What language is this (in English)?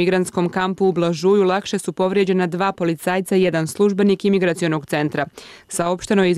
Bosnian